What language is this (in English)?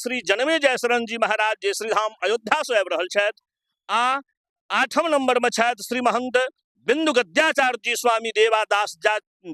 Maithili